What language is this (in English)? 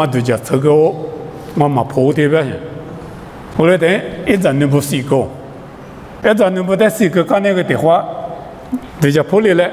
Lisu